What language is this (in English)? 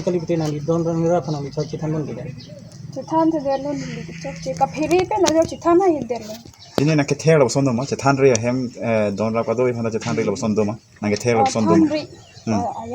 Karbi